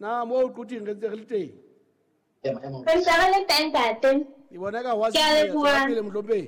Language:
Southern Sotho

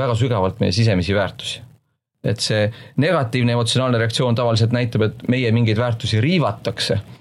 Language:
Estonian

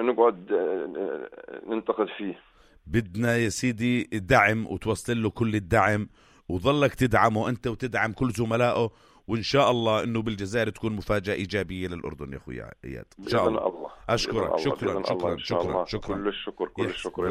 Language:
North Levantine Arabic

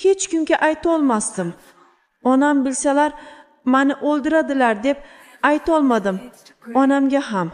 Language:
Uzbek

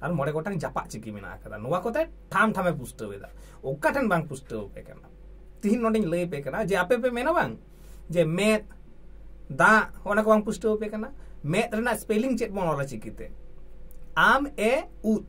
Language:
Santali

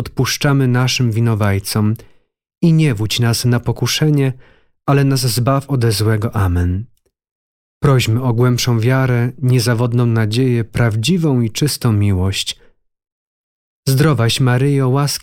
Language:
Polish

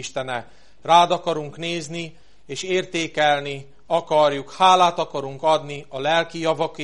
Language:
Hungarian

